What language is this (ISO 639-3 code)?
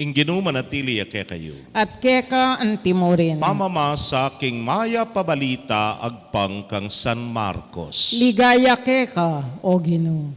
pam